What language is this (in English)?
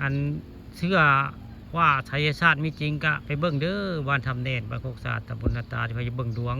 Northeastern Thai